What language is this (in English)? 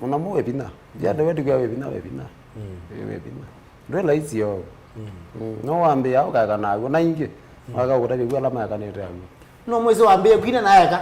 Kamba